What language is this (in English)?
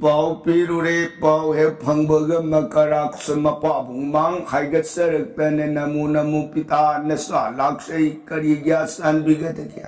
Manipuri